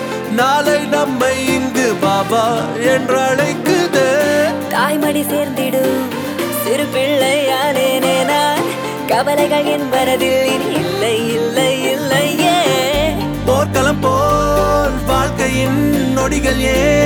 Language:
Tamil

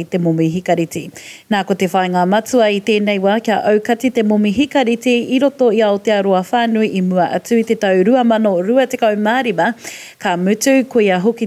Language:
Māori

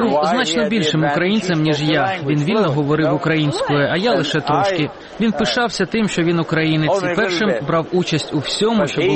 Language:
Ukrainian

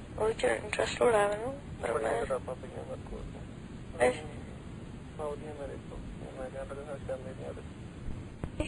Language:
Punjabi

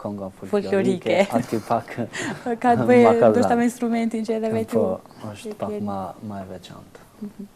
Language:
Albanian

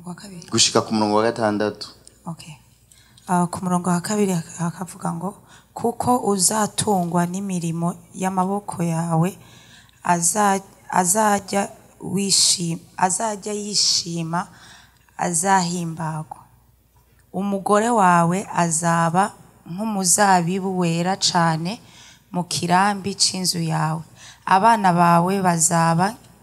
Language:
Rundi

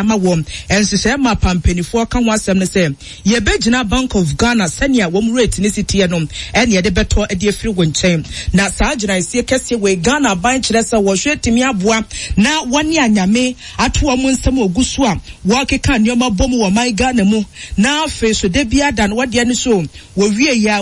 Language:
Akan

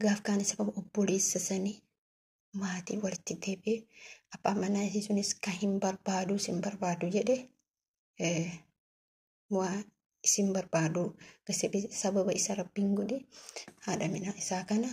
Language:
Oromo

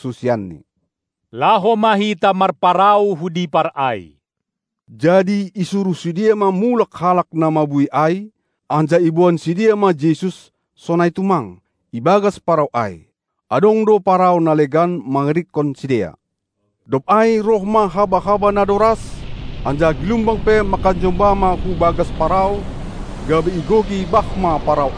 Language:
Batak Simalungun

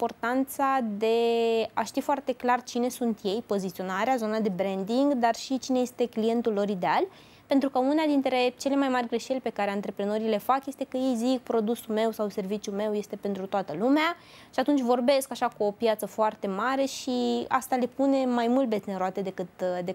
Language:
Romanian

